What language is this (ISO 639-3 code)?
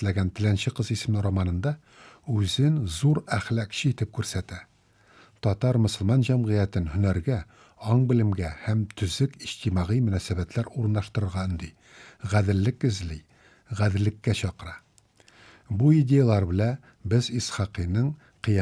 tat